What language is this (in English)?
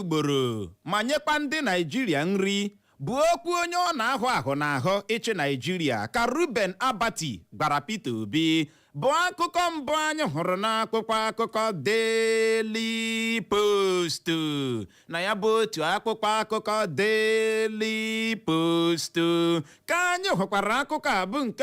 Igbo